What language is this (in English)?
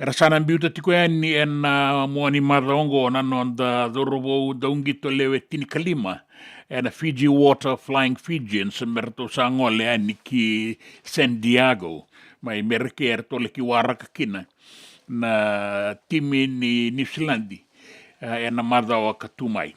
Fijian